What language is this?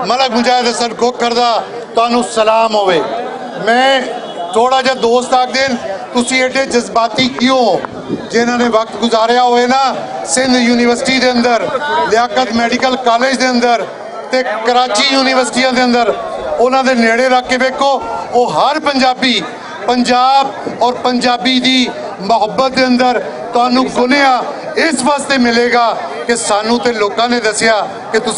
Western Panjabi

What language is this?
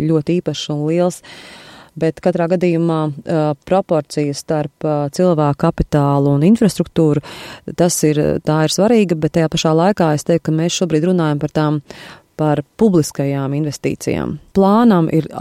Latvian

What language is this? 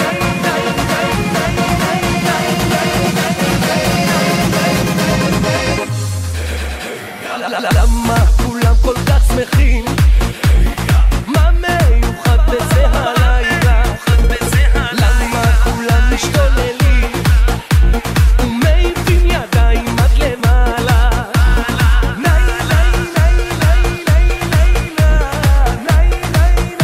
Hebrew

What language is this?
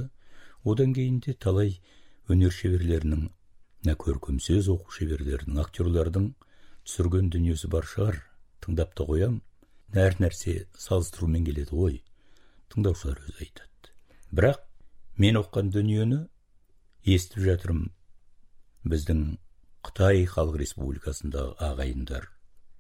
Kazakh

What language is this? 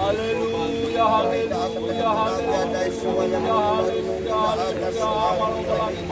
Nias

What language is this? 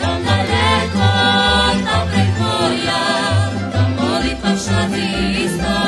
Rusyn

